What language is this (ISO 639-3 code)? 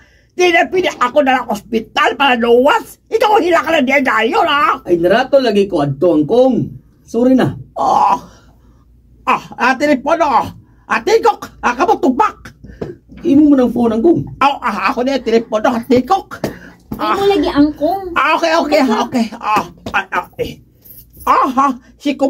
ceb